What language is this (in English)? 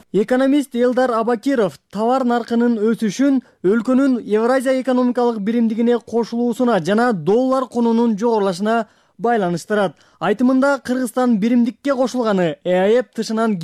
Kyrgyz